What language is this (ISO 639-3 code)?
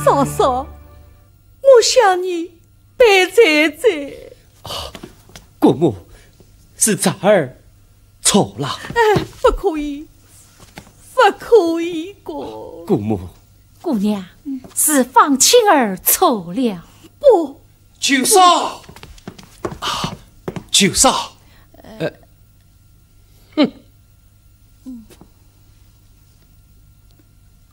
zho